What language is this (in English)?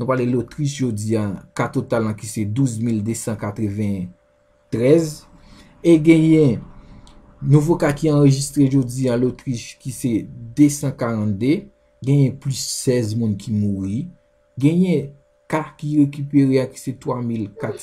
Haitian Creole